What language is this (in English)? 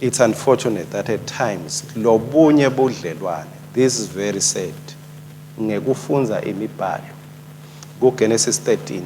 Swati